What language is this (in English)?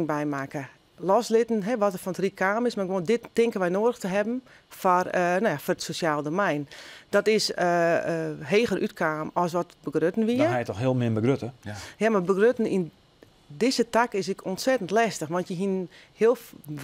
Western Frisian